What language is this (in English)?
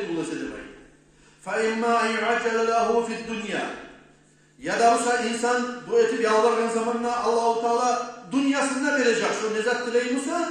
Kumyk